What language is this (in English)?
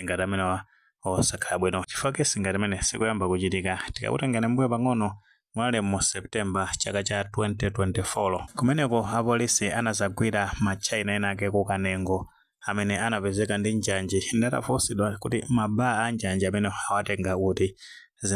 Nyanja